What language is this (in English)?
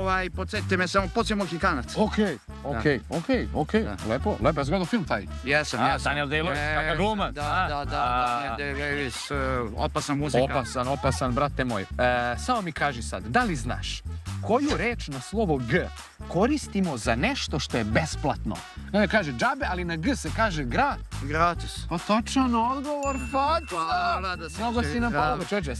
Serbian